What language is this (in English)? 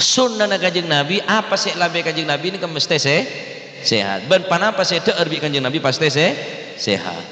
Madurese